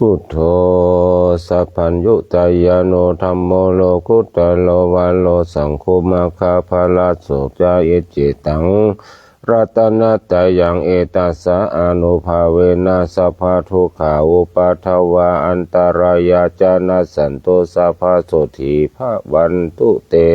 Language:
Pali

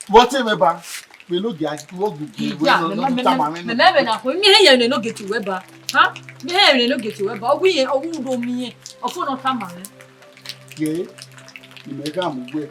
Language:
Bini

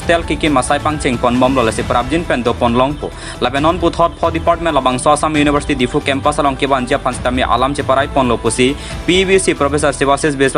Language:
Karbi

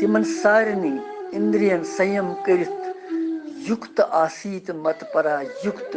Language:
Kashmiri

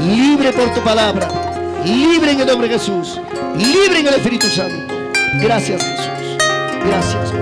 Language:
Ayacucho Quechua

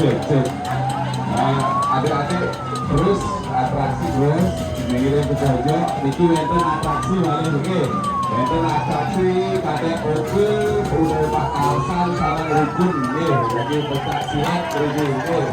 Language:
Balinese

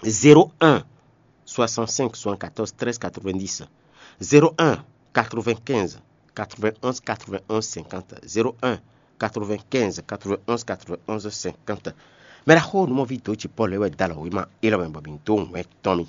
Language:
Fon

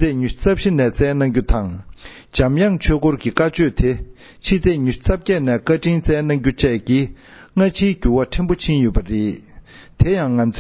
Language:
Tibetan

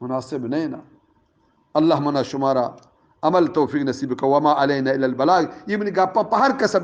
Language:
Eastern Balochi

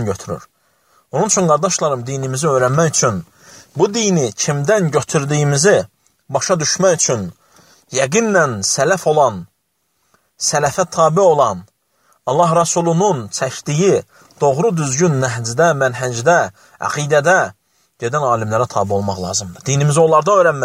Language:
Azerbaijani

